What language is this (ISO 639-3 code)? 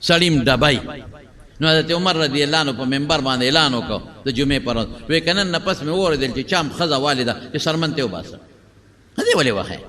pus